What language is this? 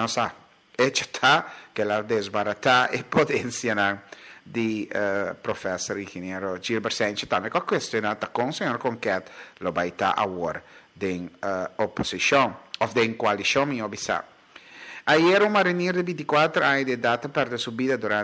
Papiamento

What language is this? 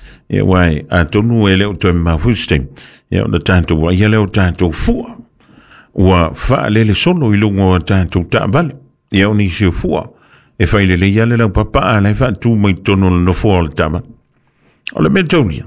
Samoan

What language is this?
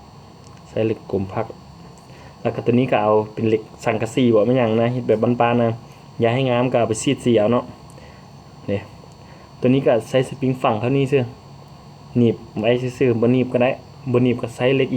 Lao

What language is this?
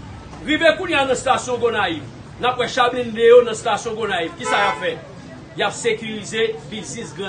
Haitian Creole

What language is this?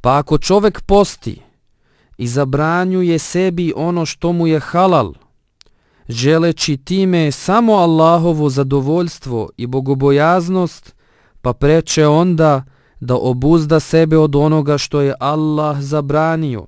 Bosnian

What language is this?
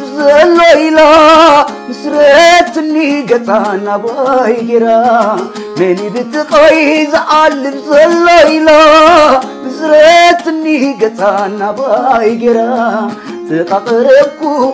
Tigrinya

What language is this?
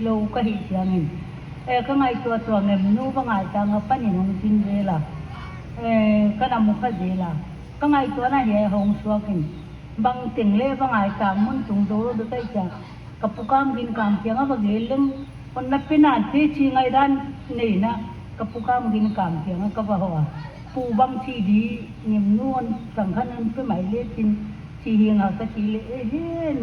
Paite Chin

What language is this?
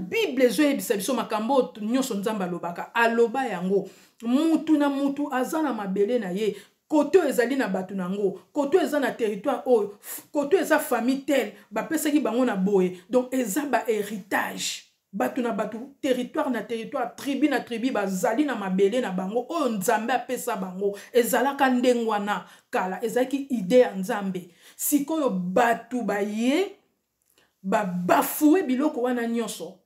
Lingala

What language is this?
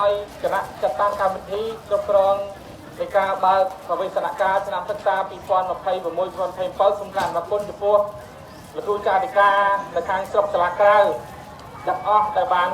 Khmer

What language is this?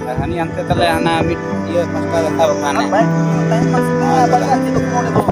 Santali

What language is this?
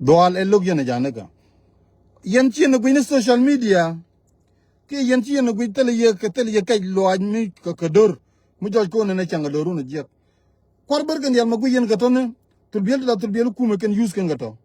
Nuer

